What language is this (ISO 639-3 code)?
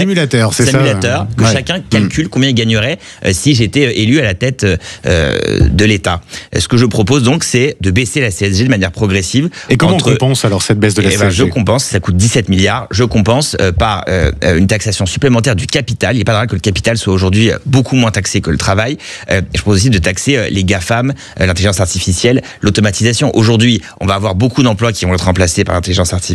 fra